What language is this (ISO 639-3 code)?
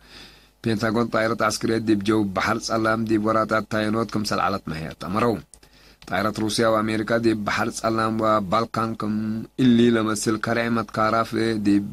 tig